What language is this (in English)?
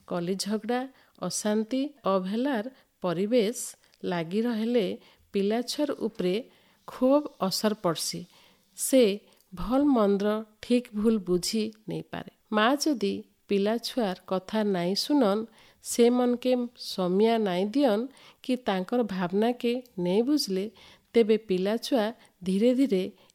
Odia